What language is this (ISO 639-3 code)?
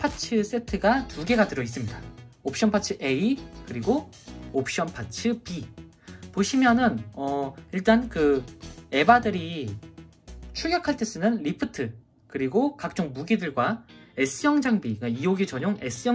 kor